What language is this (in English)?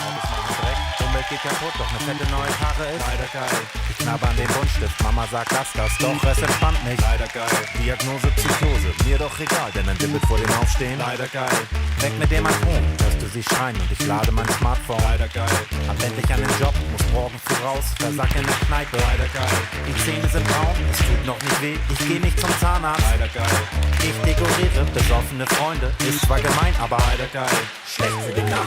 Swiss German